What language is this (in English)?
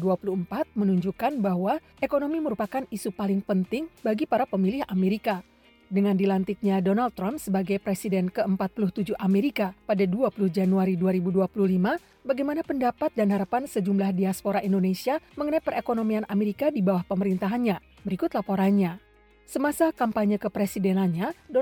Indonesian